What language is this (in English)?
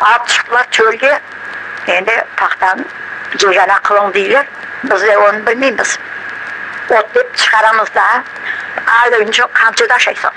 Crimean Tatar